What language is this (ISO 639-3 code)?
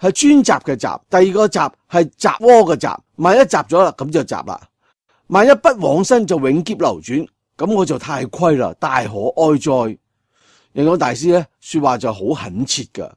yue